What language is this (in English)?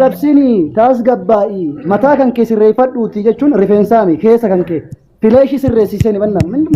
Oromo